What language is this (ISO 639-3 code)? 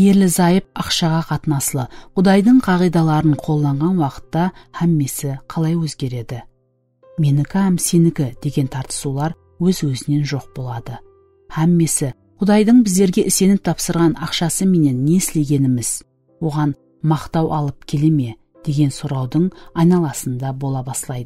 kaa